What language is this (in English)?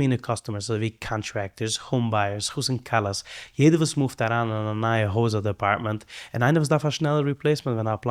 Yiddish